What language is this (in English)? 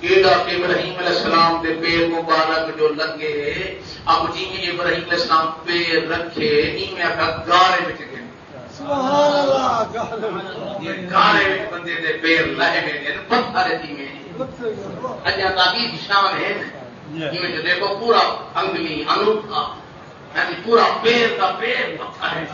Saraiki